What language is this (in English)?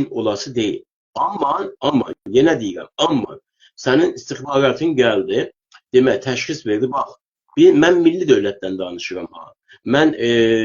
South Azerbaijani